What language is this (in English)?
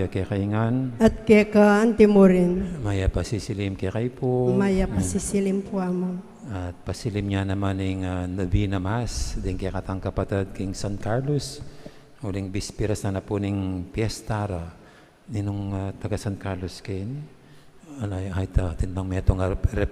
Pampanga